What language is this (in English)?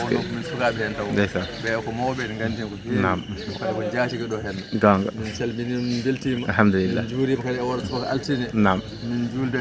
Fula